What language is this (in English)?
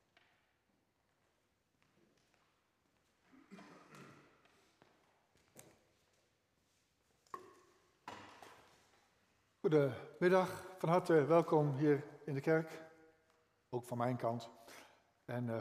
Dutch